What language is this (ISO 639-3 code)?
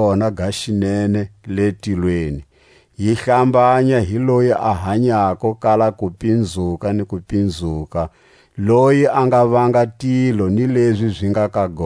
tsc